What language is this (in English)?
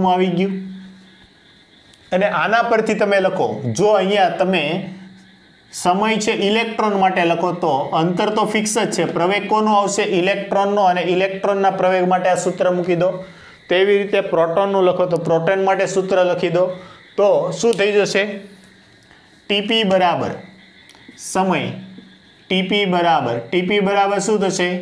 Gujarati